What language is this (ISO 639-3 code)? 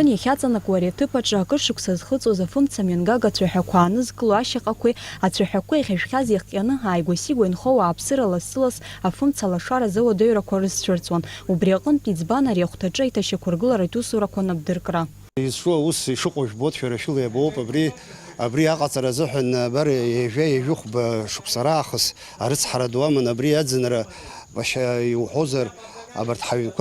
abk